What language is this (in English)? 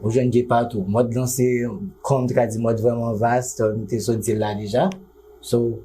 Haitian Creole